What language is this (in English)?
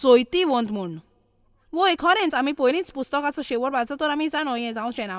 Konkani